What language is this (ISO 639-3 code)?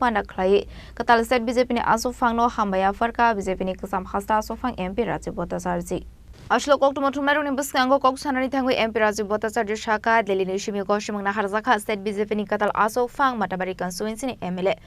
trp